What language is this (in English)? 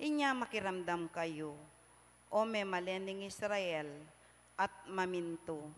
Pampanga